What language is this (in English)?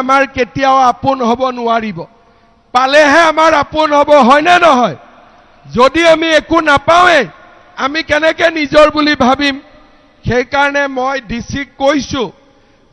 Assamese